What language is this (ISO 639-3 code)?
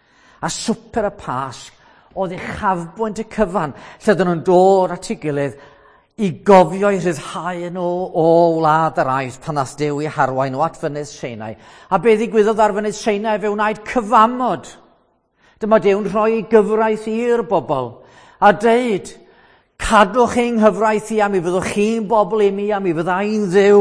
cym